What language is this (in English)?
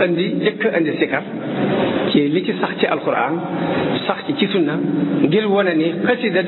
Wolof